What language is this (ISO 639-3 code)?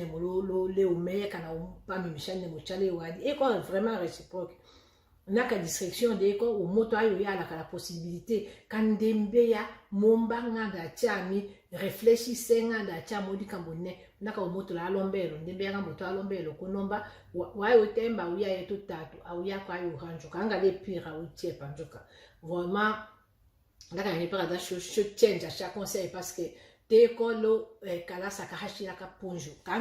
tll